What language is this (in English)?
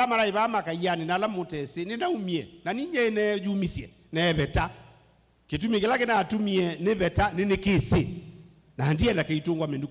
Kamba